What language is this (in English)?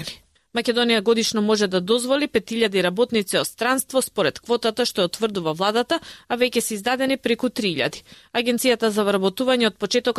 Macedonian